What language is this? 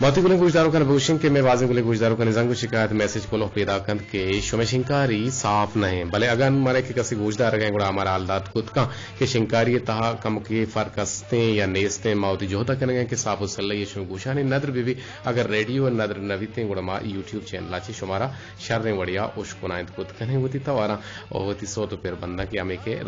Eastern Balochi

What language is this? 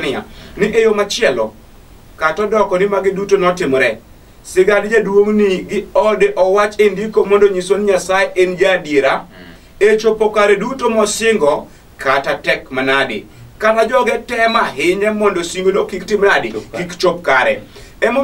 Luo (Kenya and Tanzania)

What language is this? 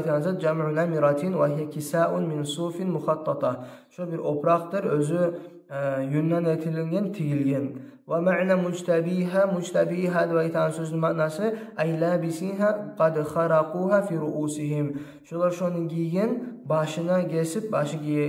Kumyk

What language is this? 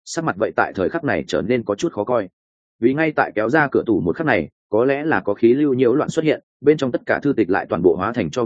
Vietnamese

